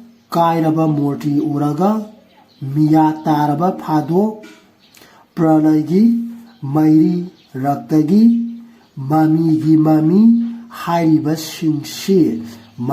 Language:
Manipuri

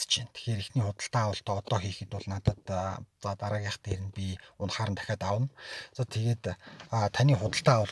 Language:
Mongolian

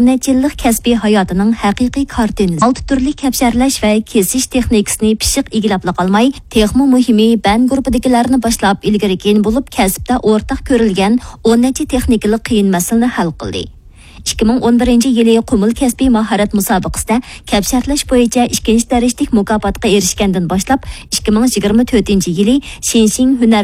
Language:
Uyghur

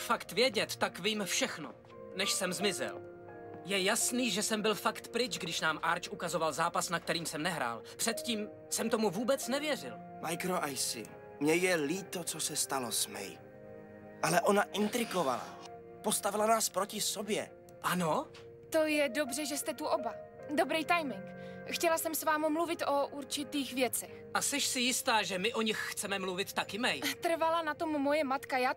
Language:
Czech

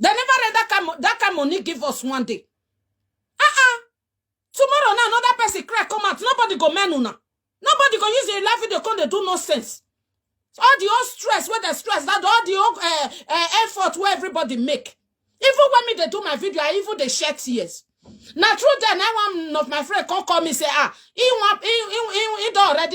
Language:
Nigerian Pidgin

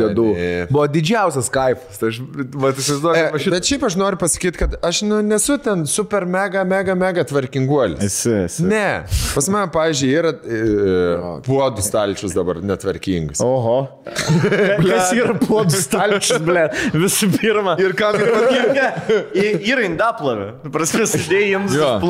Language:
Lithuanian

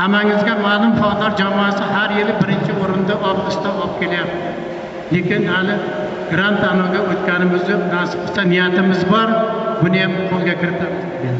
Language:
Uzbek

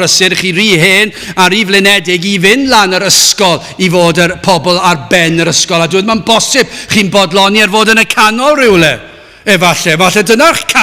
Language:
Welsh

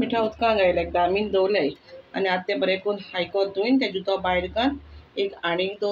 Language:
Konkani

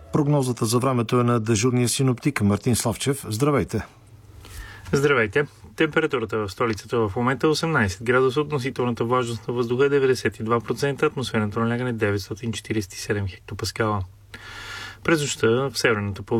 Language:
Bulgarian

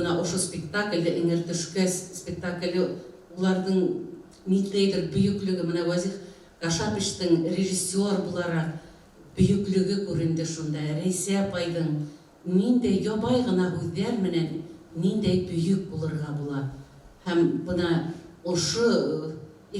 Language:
Bashkir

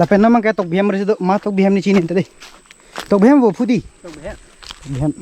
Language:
Karbi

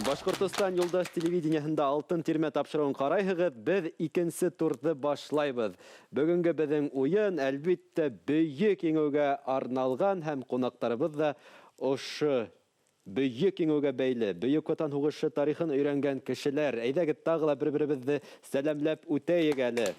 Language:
Bashkir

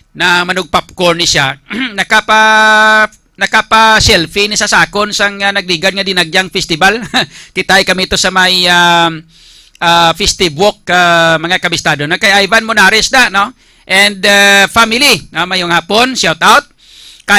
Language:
Hiligaynon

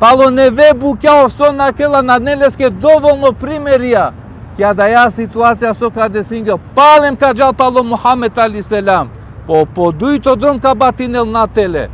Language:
Balkan Romani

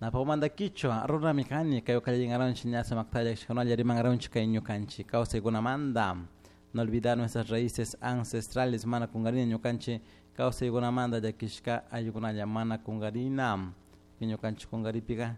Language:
Chimborazo Highland Quichua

